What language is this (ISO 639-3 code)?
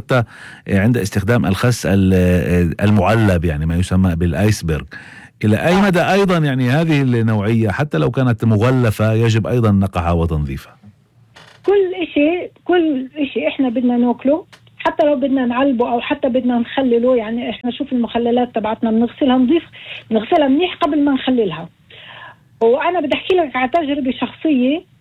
apc